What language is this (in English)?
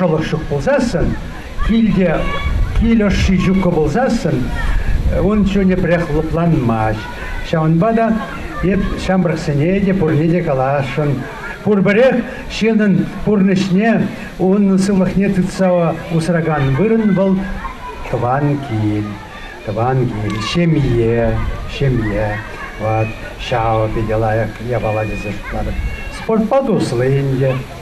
Chuvash